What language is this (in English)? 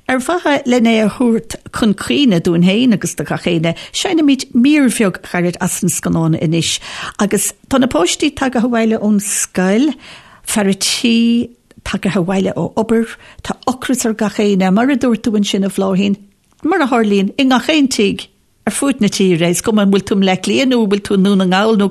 Irish